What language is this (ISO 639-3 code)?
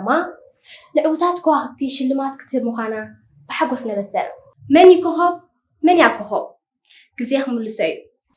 tir